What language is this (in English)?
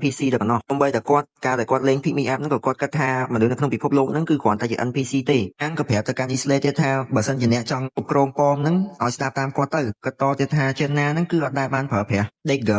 Khmer